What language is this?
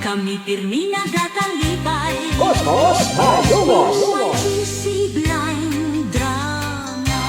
Hiligaynon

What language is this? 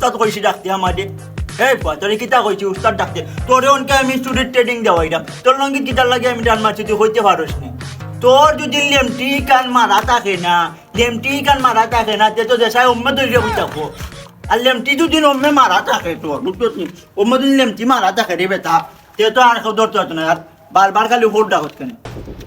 Sylheti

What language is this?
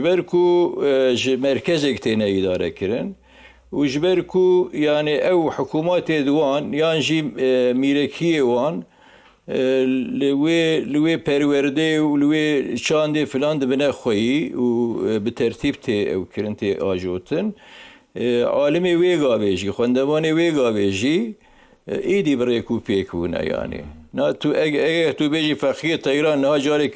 Kurdish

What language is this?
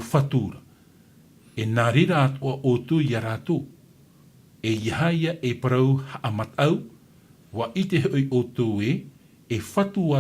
Tahitian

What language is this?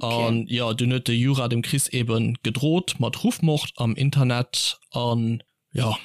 Luxembourgish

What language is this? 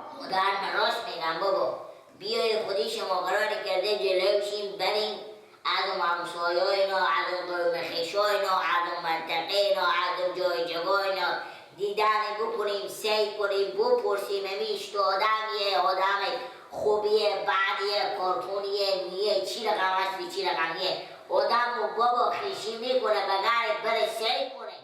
Persian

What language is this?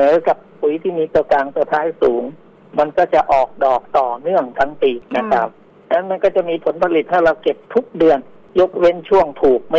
Thai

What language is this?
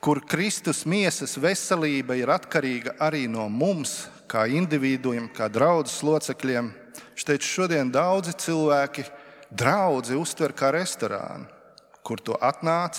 Latvian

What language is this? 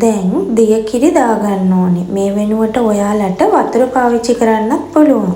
Sinhala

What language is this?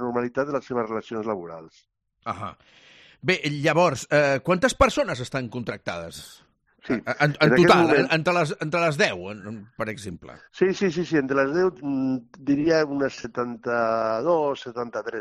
Catalan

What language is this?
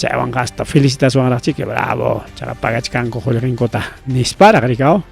Ayacucho Quechua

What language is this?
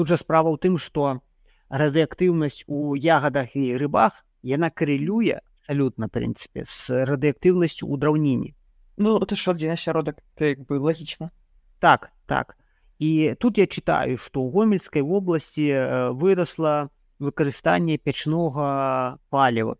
Belarusian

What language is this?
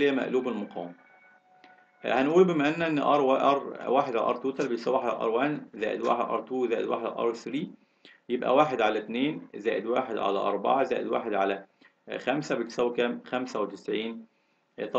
Egyptian Arabic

